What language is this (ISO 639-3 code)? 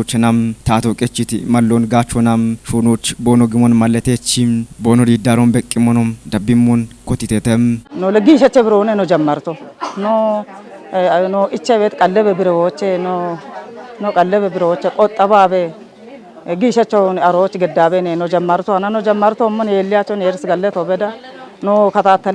kbr